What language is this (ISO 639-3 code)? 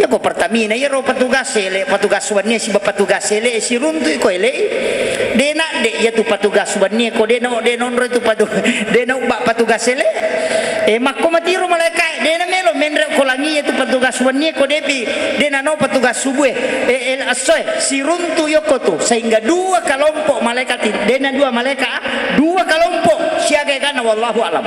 bug